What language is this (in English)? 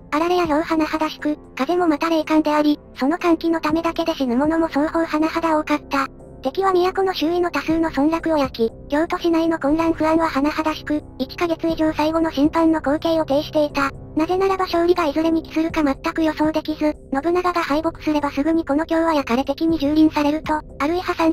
Japanese